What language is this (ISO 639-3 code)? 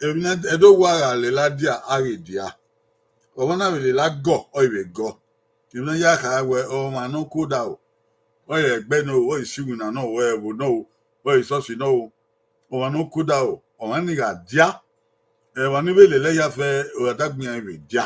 bin